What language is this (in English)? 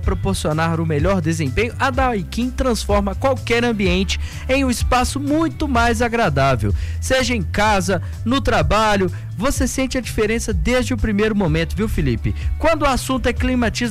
Portuguese